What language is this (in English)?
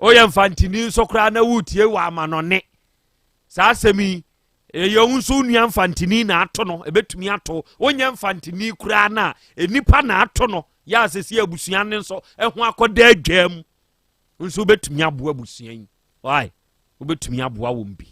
Akan